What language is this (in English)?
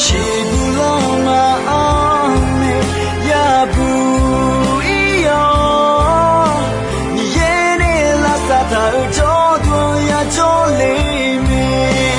Akha